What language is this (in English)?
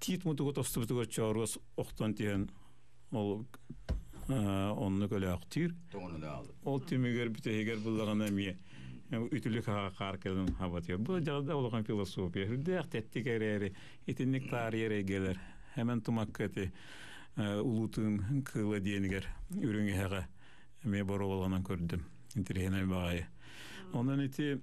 Yakut